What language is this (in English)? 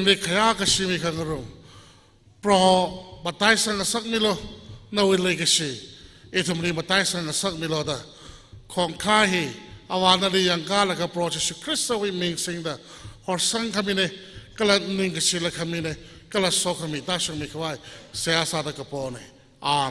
Tangkhul Naga (India)